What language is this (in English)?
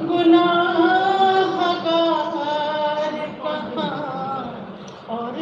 Saraiki